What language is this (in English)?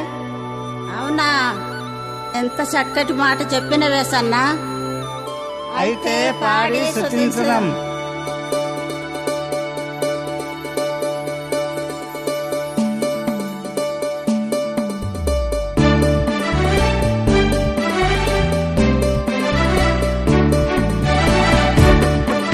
Telugu